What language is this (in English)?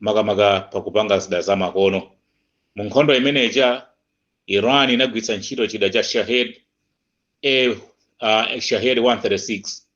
Nyanja